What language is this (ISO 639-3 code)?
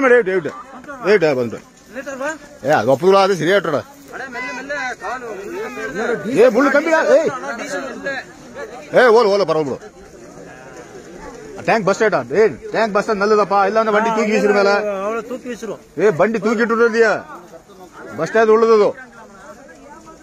tam